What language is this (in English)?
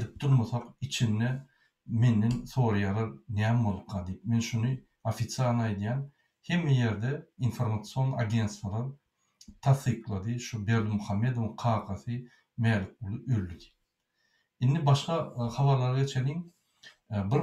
Turkmen